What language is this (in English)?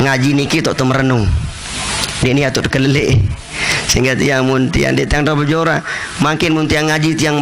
Sasak